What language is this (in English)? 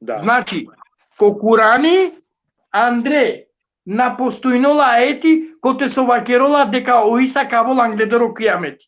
Balkan Romani